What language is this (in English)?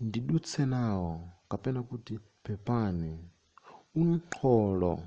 Nyanja